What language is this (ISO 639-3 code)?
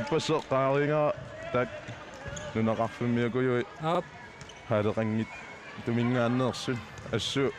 kal